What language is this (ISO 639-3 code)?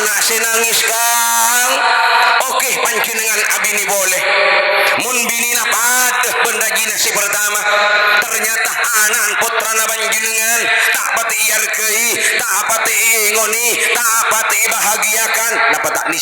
mad